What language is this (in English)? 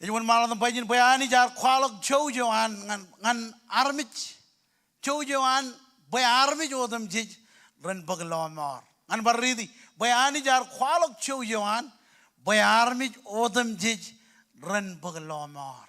Marshallese